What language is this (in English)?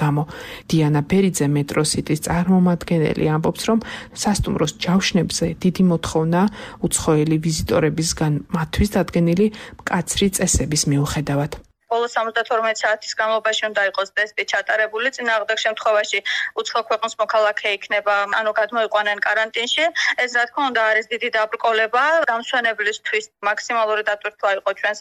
Georgian